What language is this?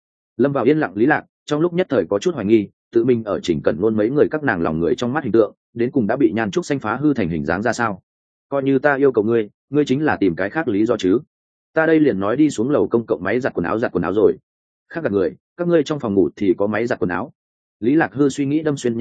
Vietnamese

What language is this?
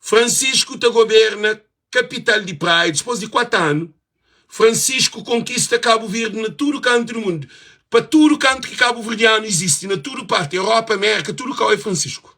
Kabuverdianu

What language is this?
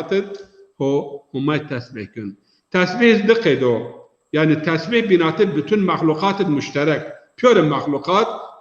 Zaza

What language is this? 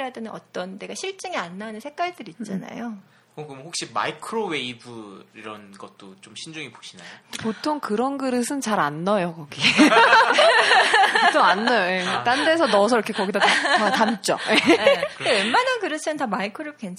Korean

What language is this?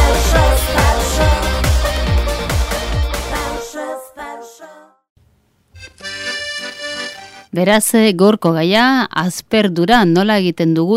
Basque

